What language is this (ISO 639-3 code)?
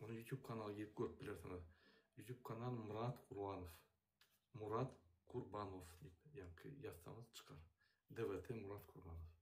tuk